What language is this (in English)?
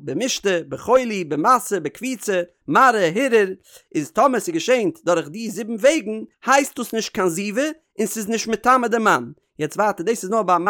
Yiddish